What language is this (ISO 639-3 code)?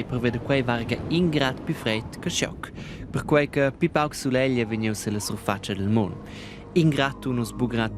roh